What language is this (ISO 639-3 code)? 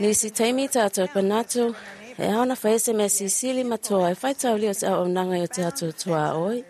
smo